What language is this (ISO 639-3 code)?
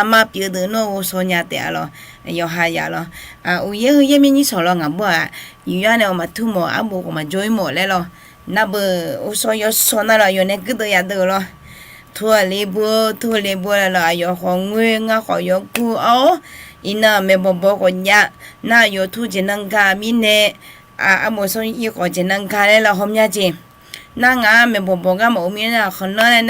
ahk